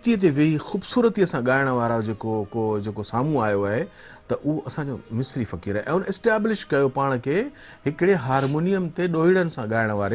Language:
Sindhi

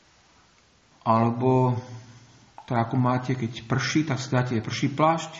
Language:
Slovak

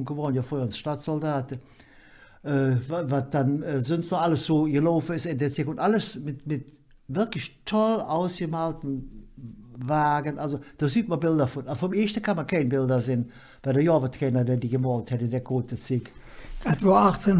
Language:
Colognian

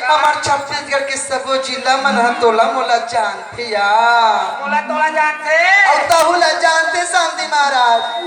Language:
Chhattisgarhi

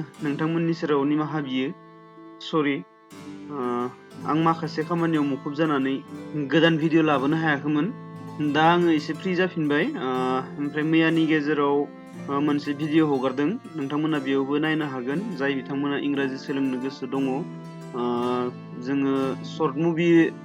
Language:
Bodo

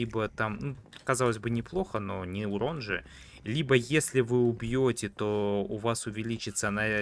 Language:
Russian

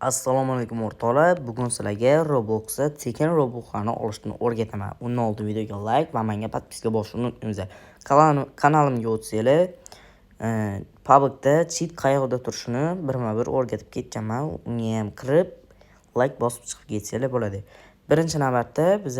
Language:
Uzbek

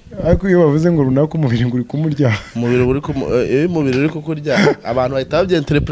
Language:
Kinyarwanda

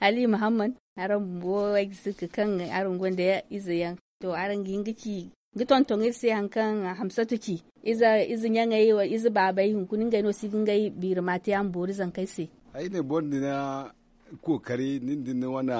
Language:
Zarma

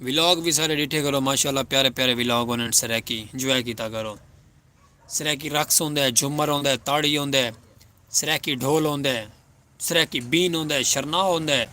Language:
Saraiki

